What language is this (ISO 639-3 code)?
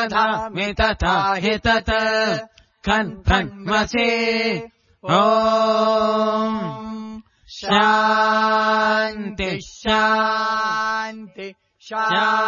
san